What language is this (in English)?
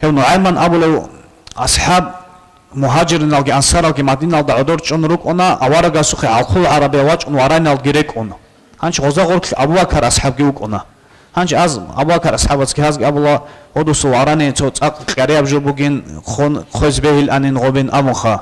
Avaric